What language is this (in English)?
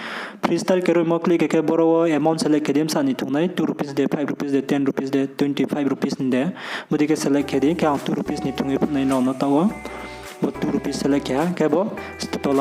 Riang (India)